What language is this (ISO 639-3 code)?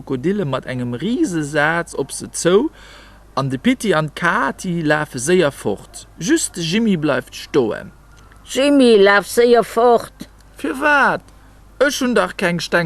ltz